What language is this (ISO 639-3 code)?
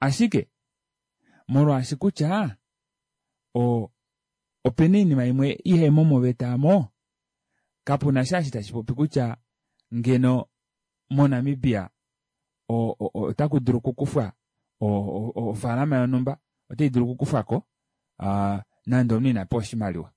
kua